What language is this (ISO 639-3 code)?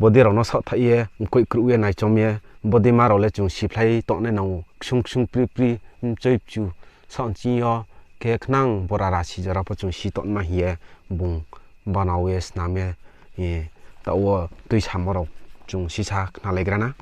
ria